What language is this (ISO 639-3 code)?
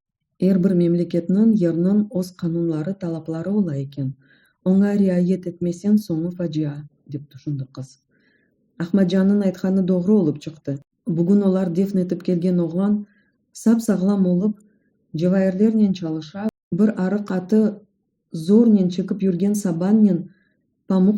crh